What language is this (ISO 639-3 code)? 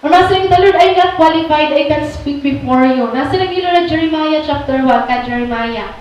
war